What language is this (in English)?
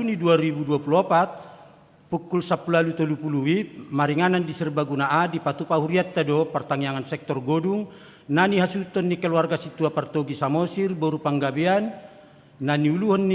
Batak Toba